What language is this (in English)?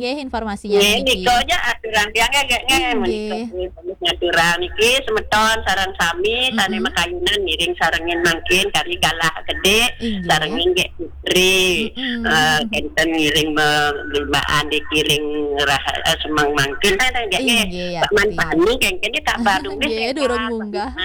Balinese